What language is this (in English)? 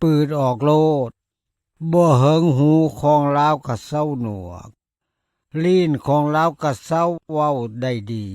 Lao